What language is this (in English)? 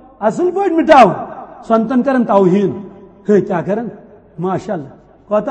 Kashmiri